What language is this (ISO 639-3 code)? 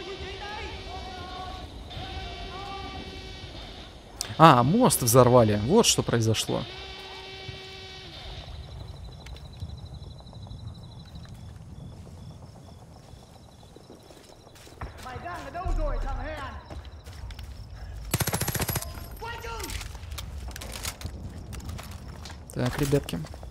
rus